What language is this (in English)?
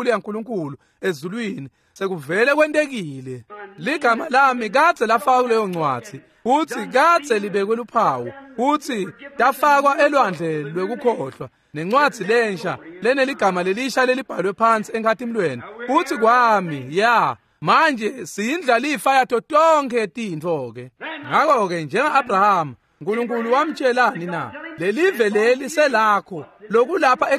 Swati